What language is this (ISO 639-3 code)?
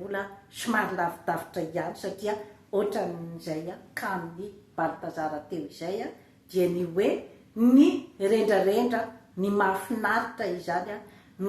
mlg